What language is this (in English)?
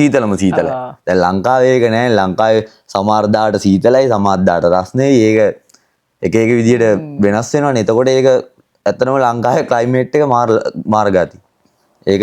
Sinhala